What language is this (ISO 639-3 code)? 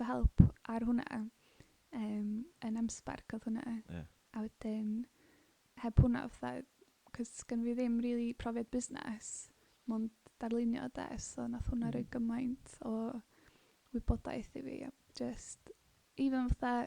cym